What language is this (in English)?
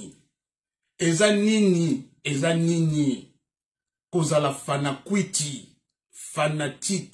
Lingala